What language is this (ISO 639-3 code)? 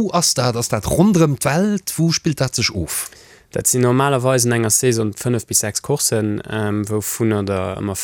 ltz